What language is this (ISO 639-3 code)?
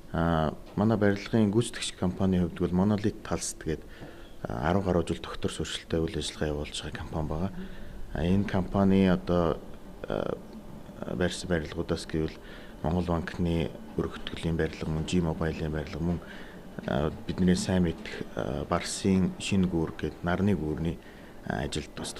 mon